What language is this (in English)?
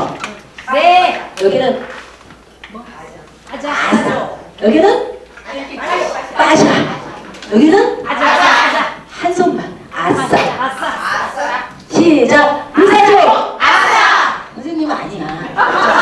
Korean